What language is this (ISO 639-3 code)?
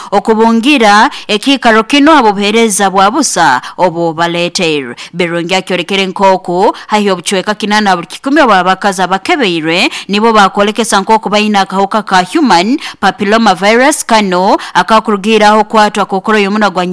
nyo